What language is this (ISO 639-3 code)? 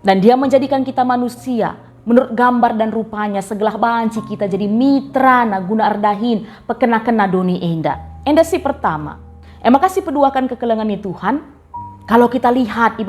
btx